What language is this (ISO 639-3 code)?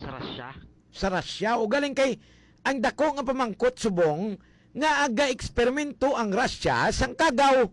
hil